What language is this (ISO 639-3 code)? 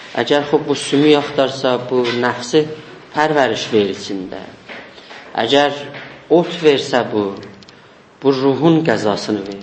azb